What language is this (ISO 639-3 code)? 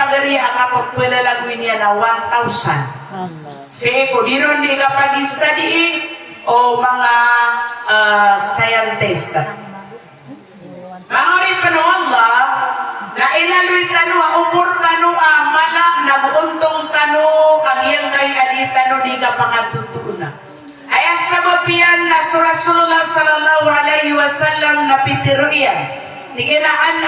mrw